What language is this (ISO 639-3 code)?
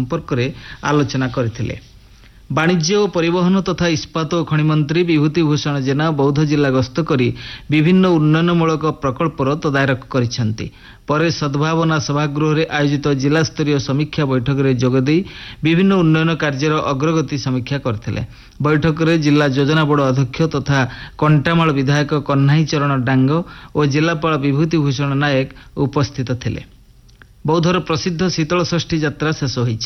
ori